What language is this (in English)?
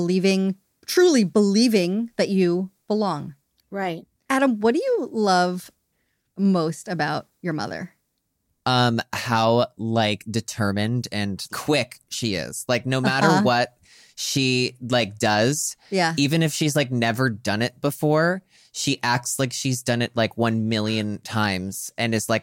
English